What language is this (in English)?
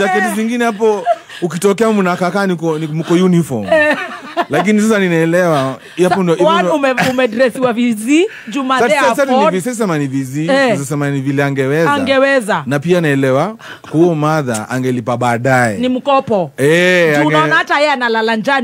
Swahili